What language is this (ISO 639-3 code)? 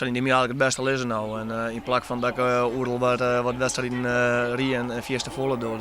fry